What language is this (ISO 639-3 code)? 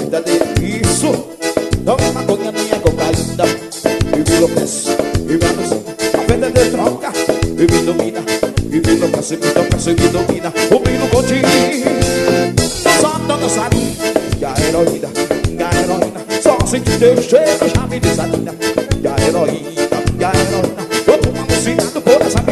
por